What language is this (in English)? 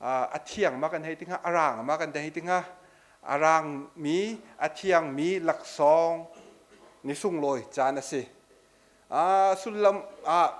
Hakha Chin